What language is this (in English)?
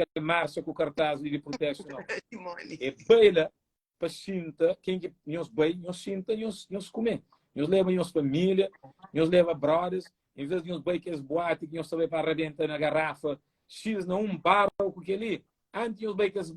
Kabuverdianu